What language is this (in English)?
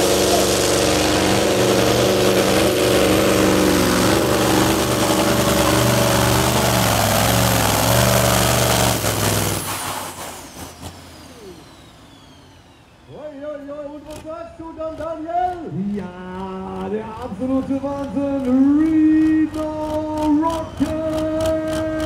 German